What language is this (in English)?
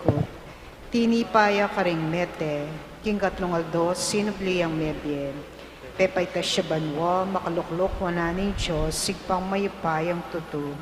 Pampanga